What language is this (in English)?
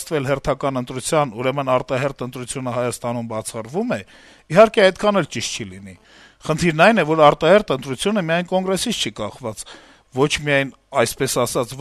Armenian